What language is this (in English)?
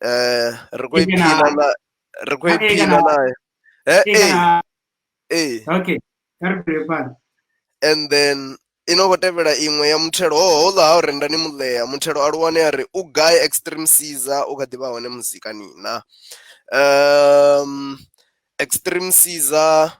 Venda